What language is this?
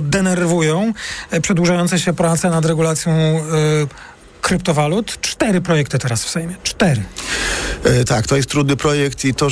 Polish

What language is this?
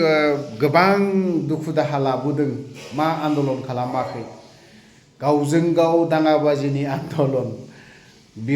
Bodo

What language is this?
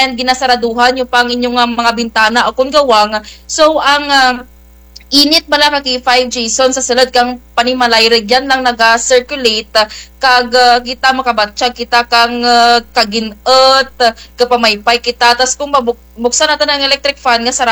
Kinaray-a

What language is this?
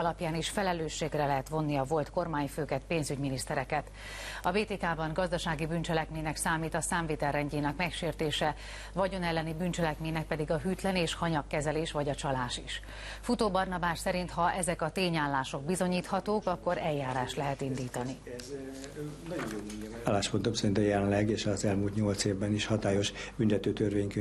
Hungarian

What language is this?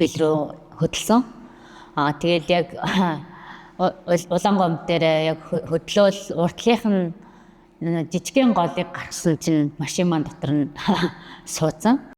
Mongolian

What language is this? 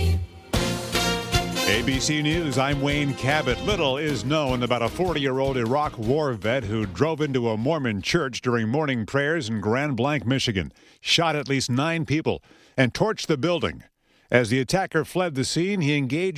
English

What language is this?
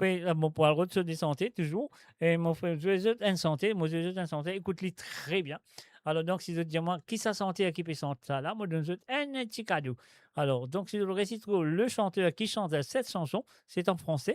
Morisyen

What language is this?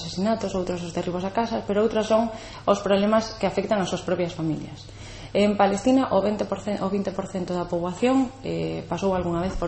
Galician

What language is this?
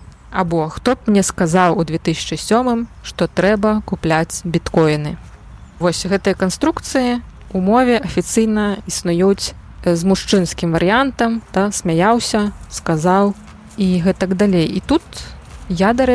Belarusian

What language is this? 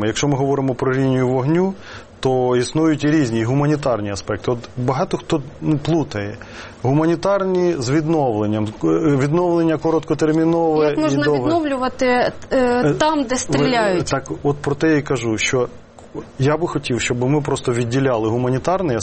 Ukrainian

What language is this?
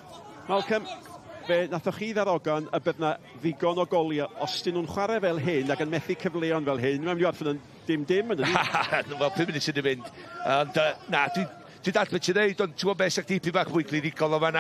Welsh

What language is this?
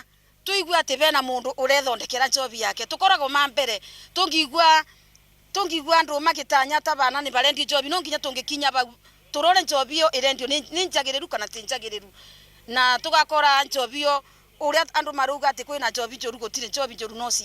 Kikuyu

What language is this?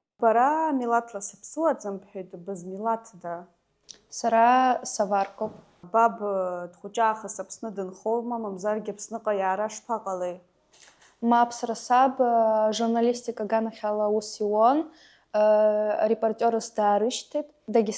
Abkhazian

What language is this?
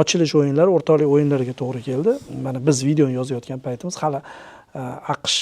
Uzbek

